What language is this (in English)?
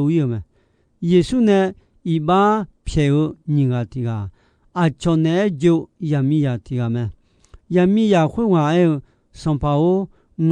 Akha